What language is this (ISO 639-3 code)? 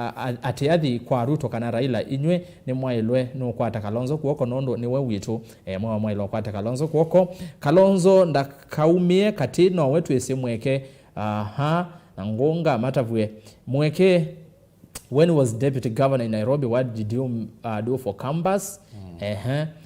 kam